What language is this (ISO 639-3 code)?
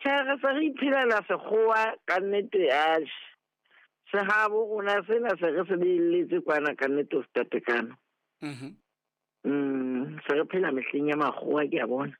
sot